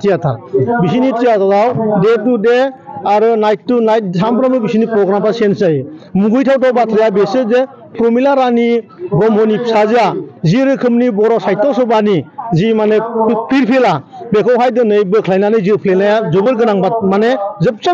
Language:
Bodo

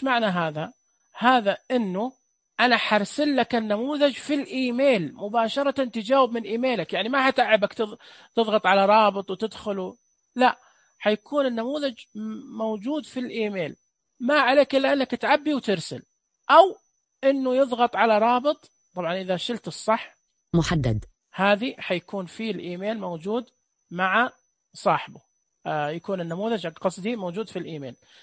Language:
Najdi Arabic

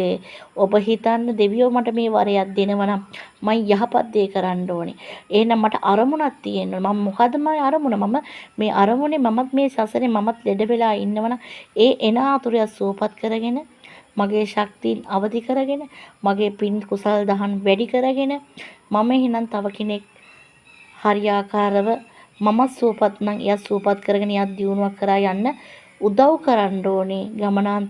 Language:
Sinhala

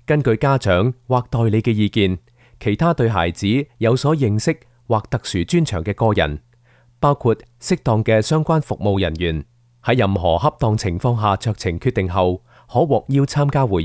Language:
Cantonese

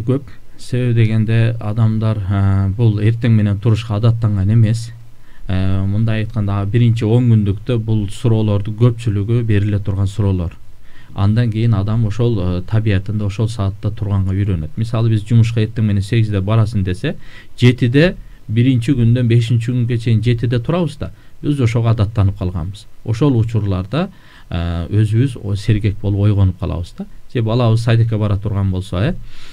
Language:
Kyrgyz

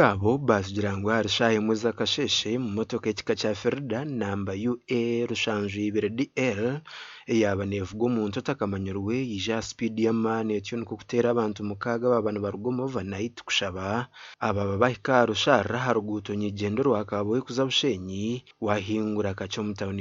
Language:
Nyankole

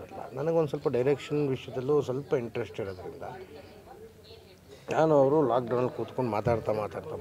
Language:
Kannada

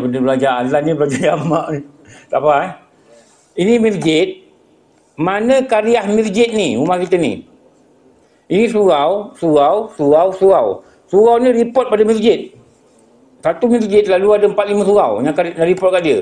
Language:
Malay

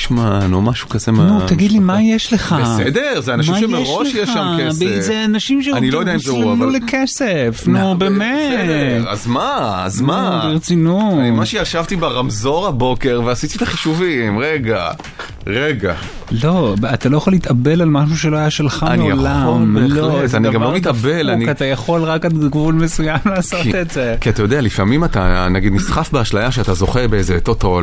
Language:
Hebrew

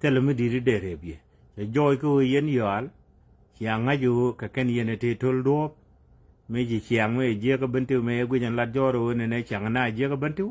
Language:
Nuer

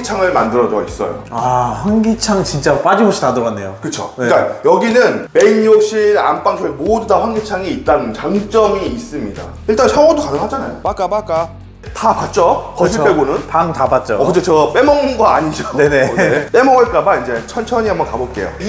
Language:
Korean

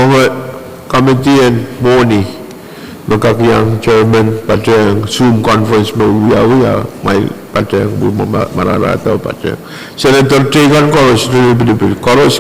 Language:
Pohnpeian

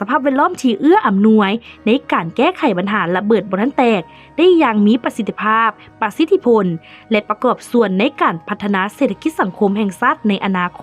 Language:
Lao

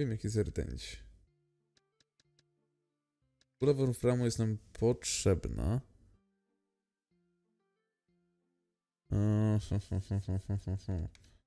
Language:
Polish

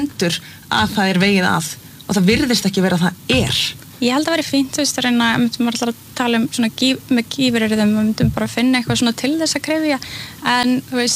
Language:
Icelandic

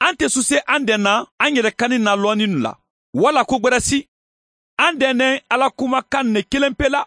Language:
Mandingo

